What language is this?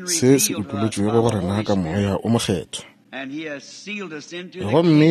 Northern Sotho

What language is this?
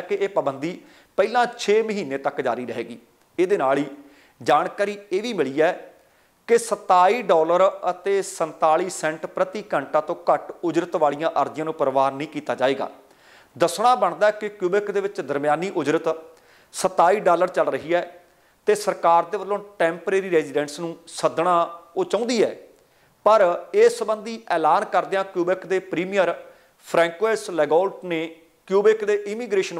Punjabi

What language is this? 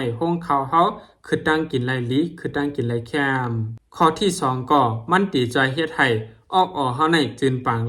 Shan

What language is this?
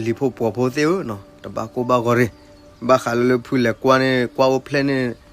S'gaw Karen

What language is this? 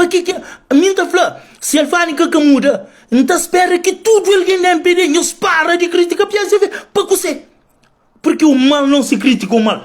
Kabuverdianu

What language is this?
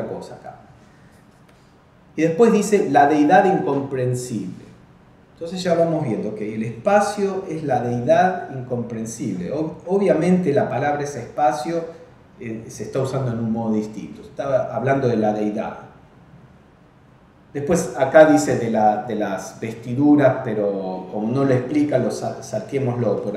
Spanish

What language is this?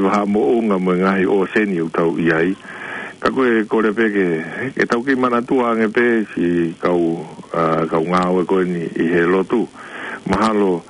Tongan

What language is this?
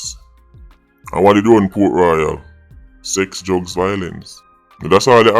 Jamaican Creole English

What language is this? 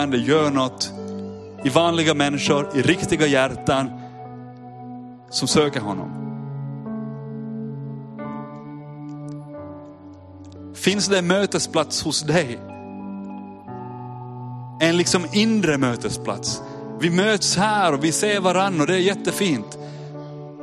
Swedish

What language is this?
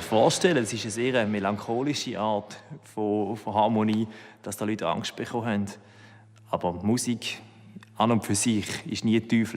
Swiss German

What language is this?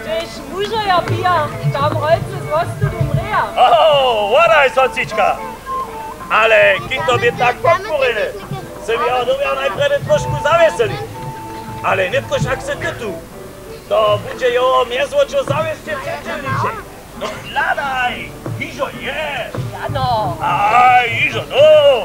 Upper Sorbian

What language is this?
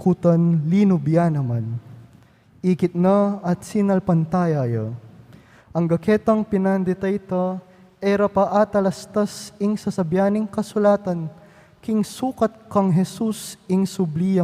Pampanga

